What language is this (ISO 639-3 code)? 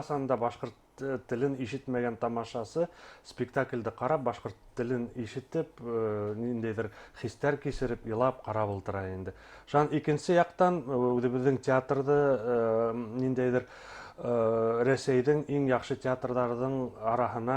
bak